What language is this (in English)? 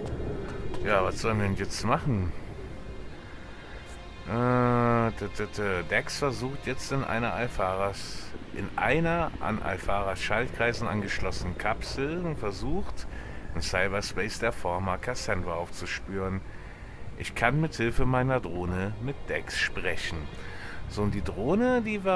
German